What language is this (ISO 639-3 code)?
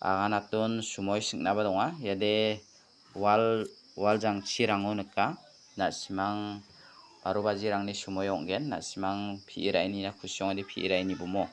grt